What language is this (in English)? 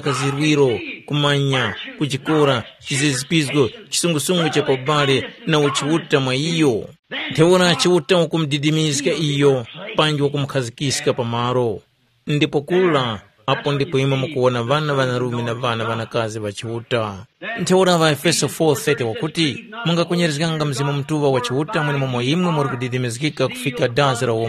Tumbuka